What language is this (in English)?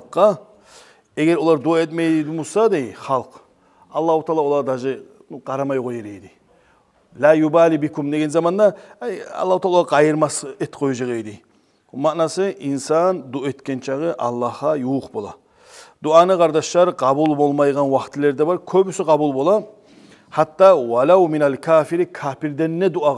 Kumyk